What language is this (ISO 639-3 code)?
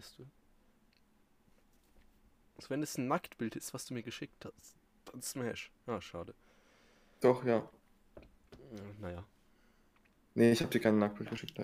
deu